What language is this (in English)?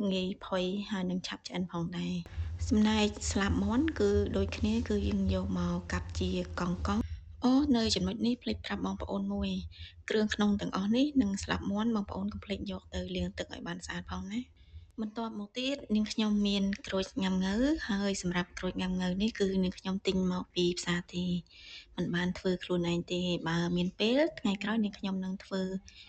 Khmer